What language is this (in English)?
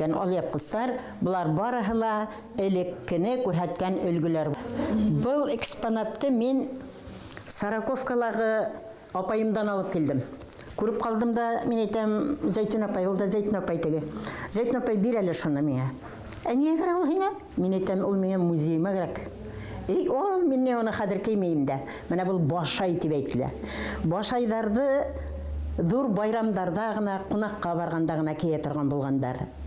Bashkir